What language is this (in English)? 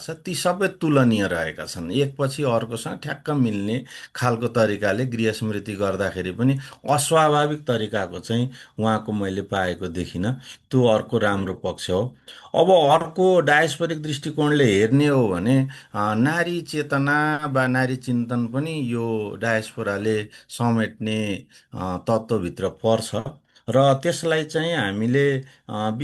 Nepali